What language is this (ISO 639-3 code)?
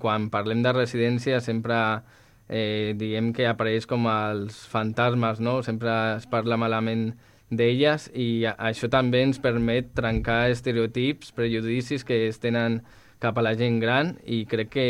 cat